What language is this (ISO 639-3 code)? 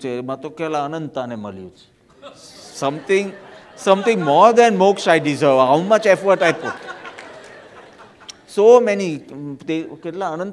guj